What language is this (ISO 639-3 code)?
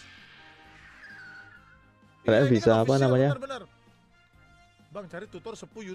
ind